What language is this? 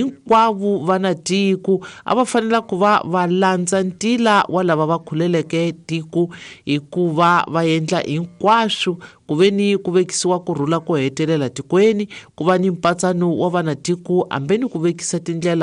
Tsonga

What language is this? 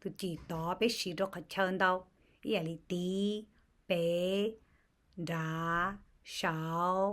Hmong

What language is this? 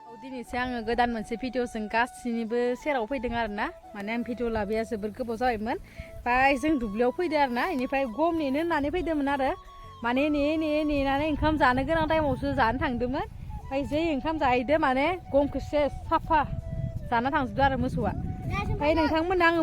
Bodo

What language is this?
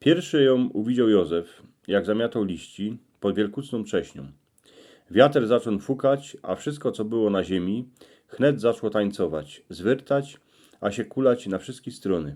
Silesian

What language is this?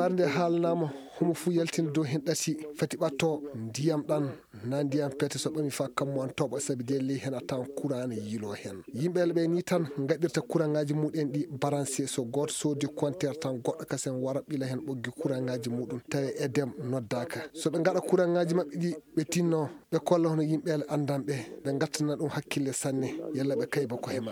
Fula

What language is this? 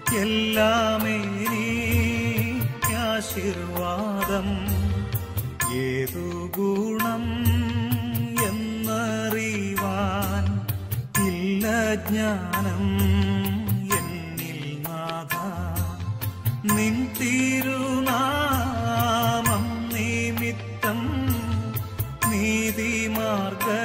Malayalam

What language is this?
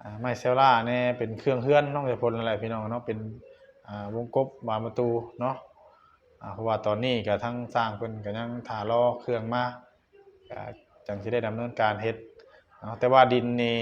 Northeastern Thai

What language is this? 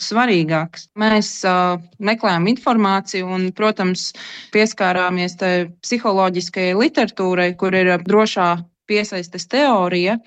Latvian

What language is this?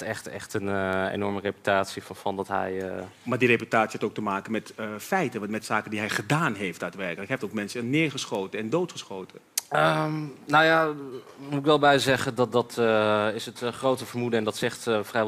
Dutch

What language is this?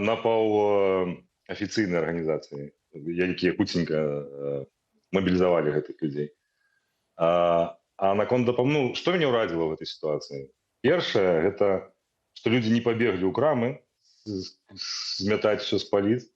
Belarusian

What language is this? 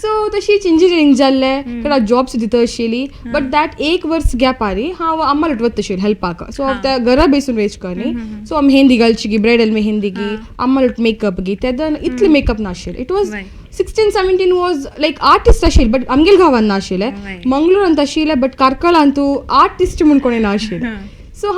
Konkani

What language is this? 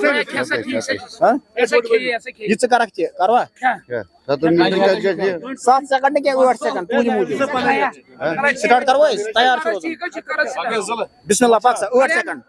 Kashmiri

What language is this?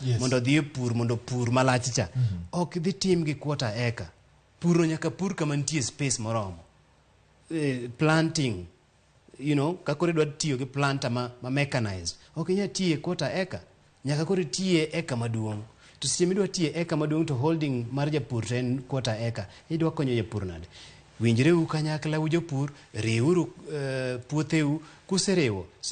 Luo (Kenya and Tanzania)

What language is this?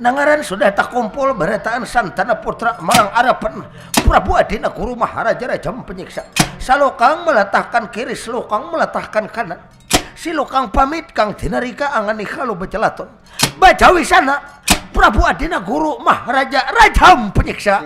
Banjar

